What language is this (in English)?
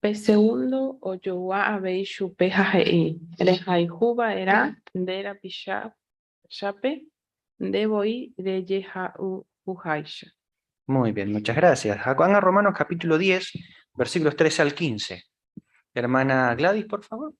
Guarani